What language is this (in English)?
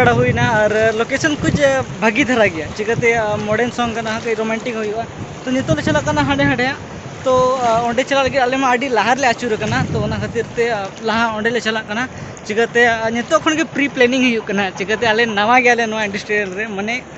Santali